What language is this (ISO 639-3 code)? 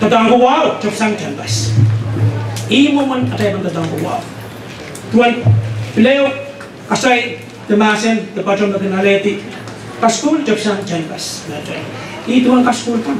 pon